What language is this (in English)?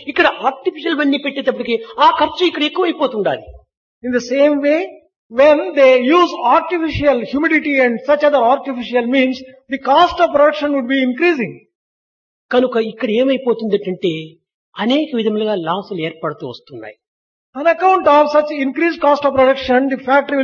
Telugu